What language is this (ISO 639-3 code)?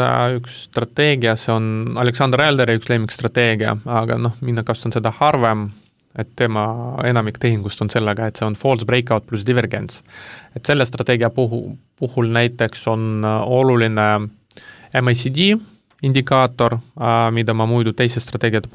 est